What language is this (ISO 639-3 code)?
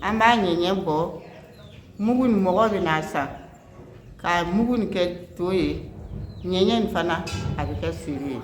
bam